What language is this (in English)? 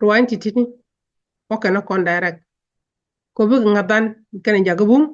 Nuer